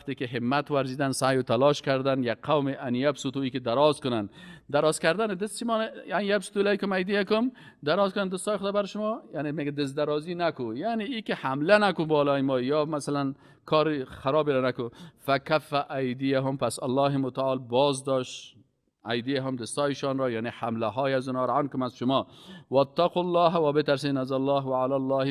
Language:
Persian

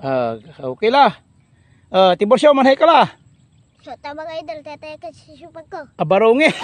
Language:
Pangasinan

